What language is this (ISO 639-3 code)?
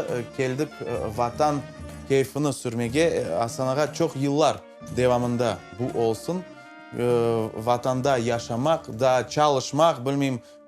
crh